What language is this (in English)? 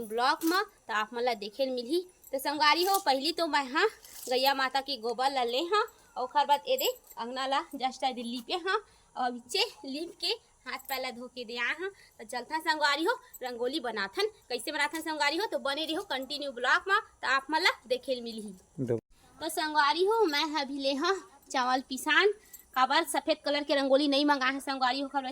Chhattisgarhi